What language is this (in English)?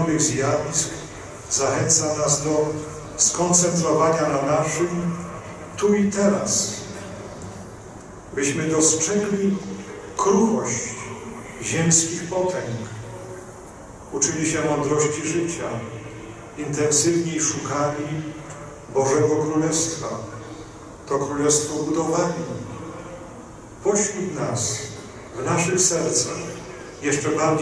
Polish